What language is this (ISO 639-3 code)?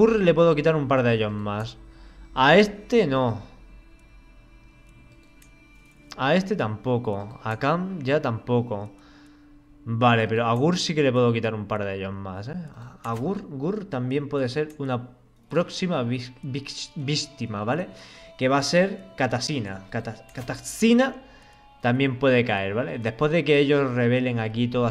spa